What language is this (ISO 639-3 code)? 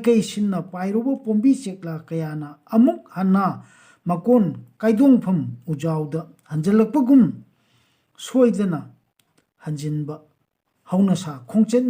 mni